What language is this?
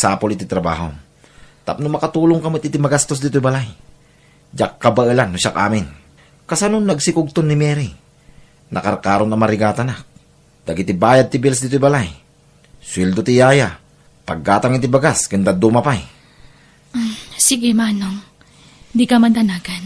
Iloko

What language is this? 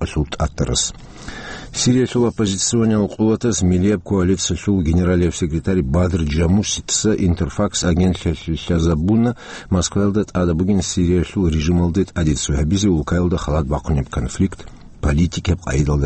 Avaric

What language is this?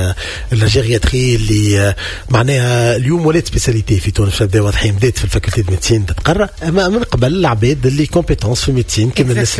Tunisian Arabic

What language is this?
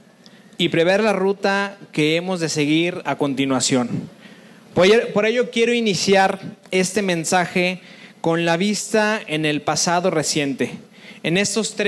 Spanish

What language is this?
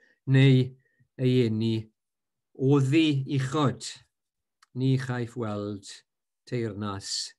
Welsh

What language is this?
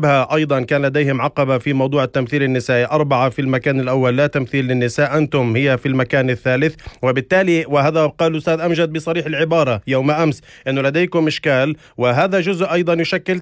North Levantine Arabic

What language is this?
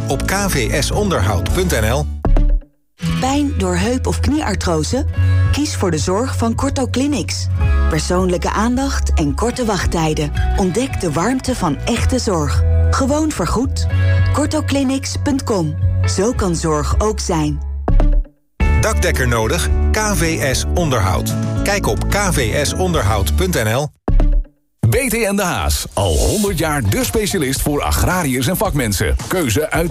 Dutch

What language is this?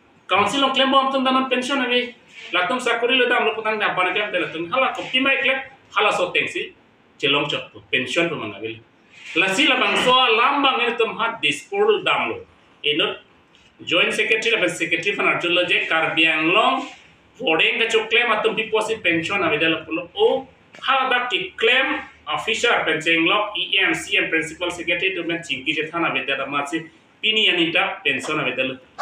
Karbi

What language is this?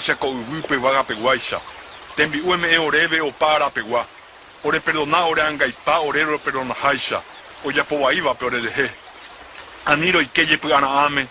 Guarani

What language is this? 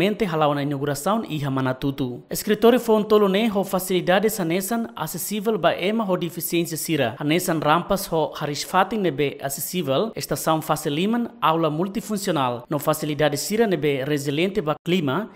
Tetum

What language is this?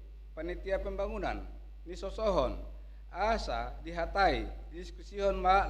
Batak Toba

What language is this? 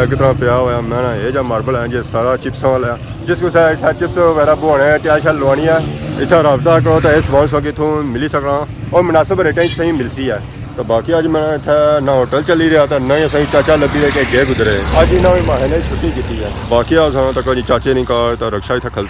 Pahari-Potwari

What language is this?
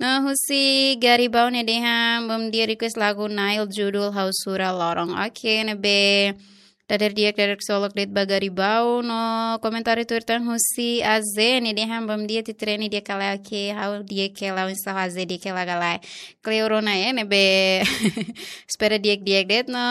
Tetum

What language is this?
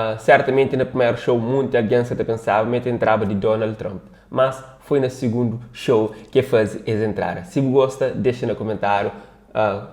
Kabuverdianu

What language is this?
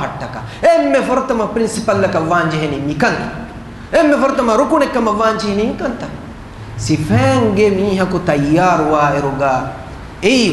Divehi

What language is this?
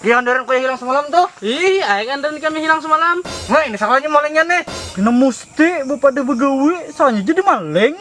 Banjar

